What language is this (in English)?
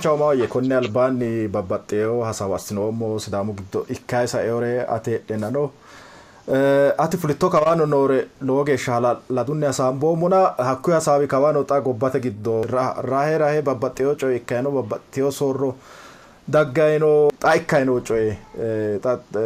Sidamo